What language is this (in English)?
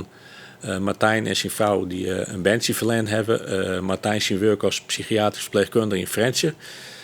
Western Frisian